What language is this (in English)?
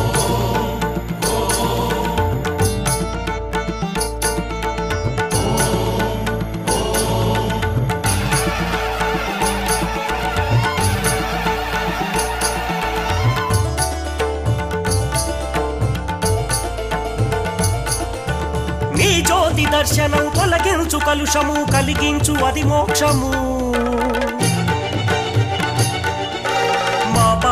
Telugu